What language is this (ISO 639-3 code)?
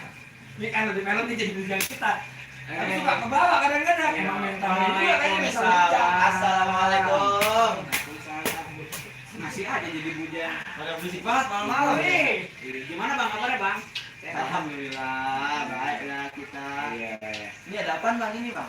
bew